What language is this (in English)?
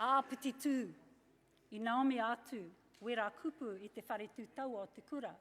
Māori